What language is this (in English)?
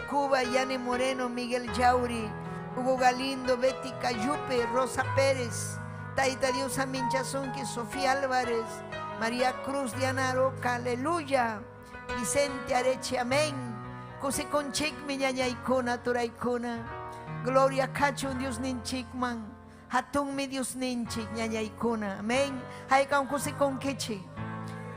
Ayacucho Quechua